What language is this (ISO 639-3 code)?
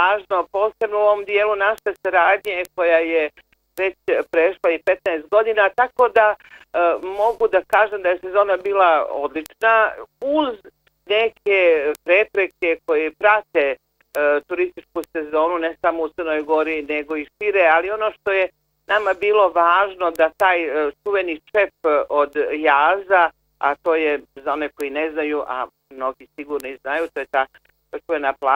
bos